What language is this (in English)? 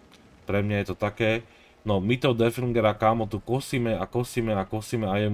Slovak